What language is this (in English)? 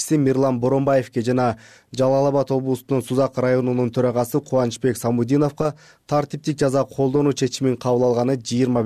Kyrgyz